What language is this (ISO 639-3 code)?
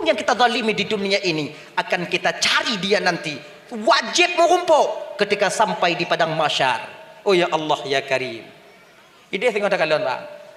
ace